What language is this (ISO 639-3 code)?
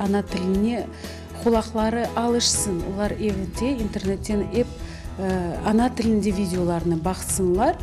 crh